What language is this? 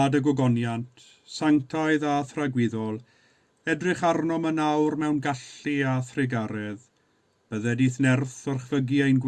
Welsh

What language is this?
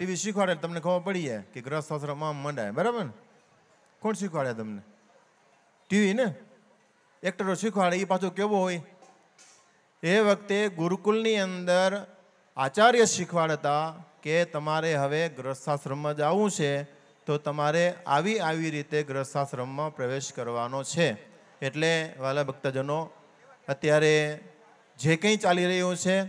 Gujarati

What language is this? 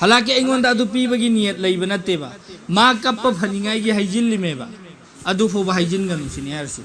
Manipuri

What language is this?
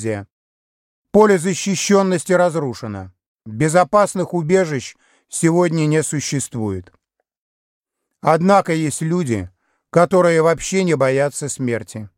Russian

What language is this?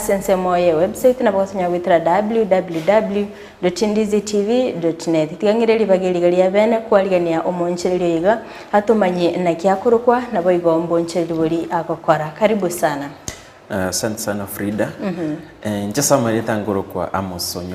Gusii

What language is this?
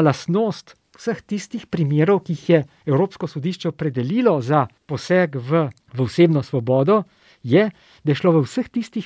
Slovenian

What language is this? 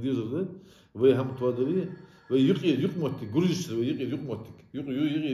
Ingush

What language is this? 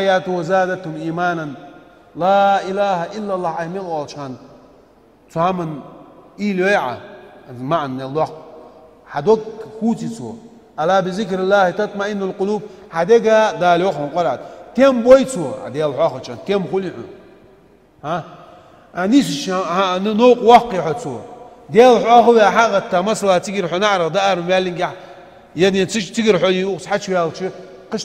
Ingush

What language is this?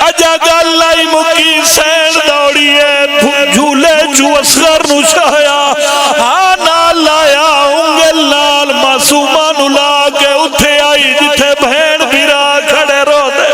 Pahari-Potwari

